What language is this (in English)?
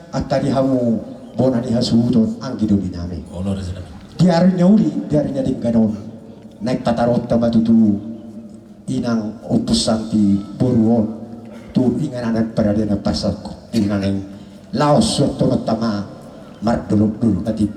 Batak Toba